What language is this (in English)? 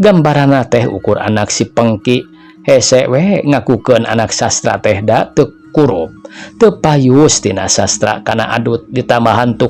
Sundanese